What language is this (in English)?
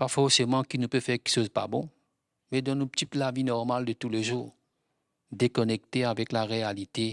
Morisyen